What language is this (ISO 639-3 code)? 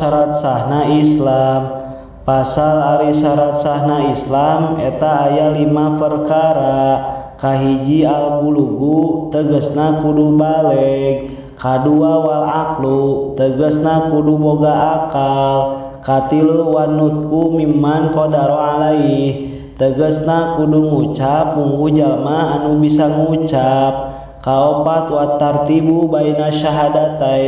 sun